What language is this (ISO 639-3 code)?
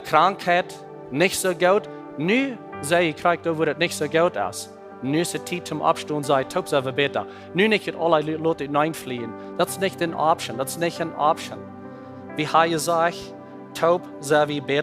pdt